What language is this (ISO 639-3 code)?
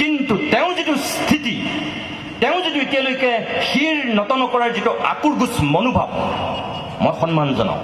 asm